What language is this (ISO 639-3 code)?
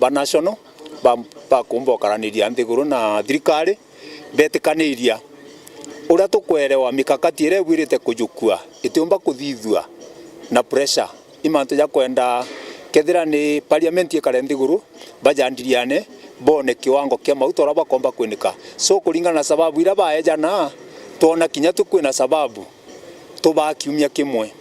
mer